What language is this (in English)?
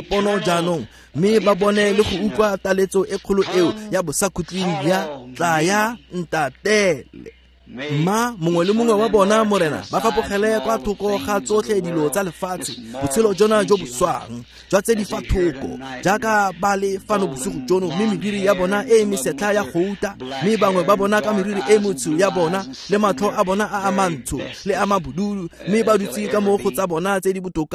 Tswana